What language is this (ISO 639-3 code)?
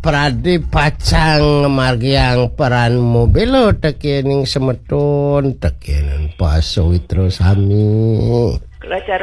ban